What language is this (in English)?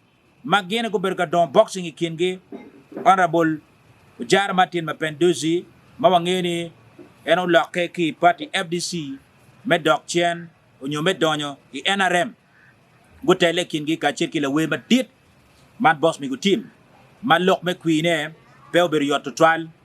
Acoli